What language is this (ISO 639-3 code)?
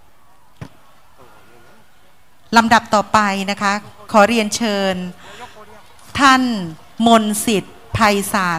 tha